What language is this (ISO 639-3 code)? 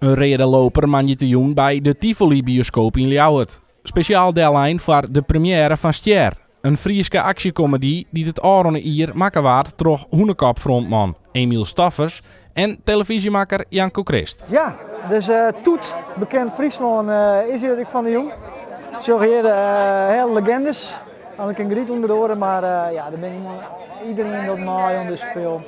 fry